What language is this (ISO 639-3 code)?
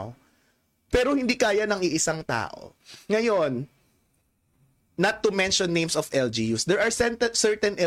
fil